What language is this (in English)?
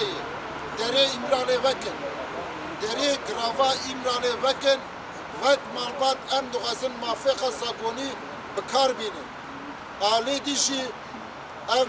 Kurdish